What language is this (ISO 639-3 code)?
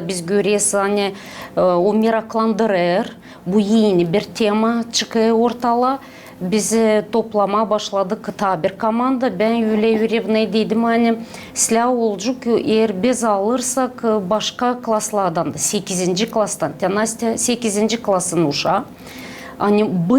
gag